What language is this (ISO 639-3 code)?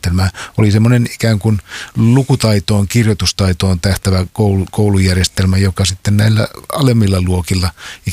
fin